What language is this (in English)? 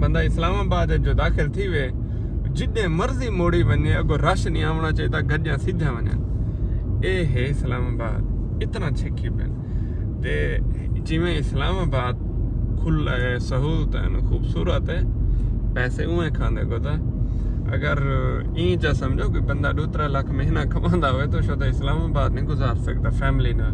Saraiki